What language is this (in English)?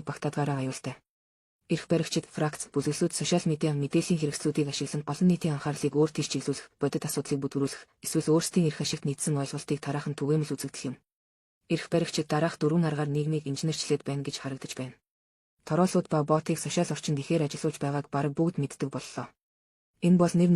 Mongolian